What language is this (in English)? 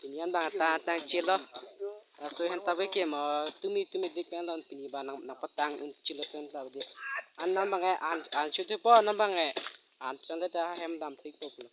Karbi